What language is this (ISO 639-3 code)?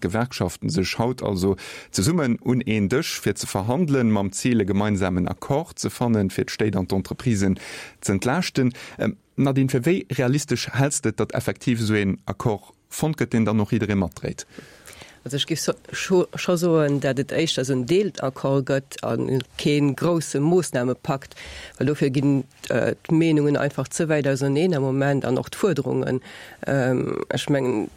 ltz